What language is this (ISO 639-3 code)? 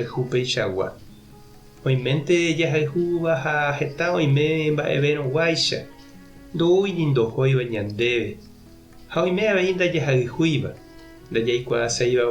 grn